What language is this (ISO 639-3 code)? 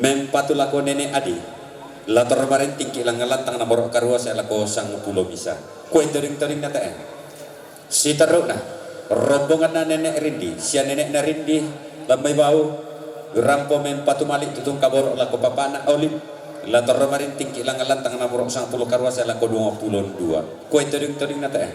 sda